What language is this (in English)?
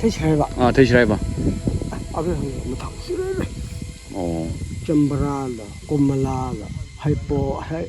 Tangkhul Naga (India)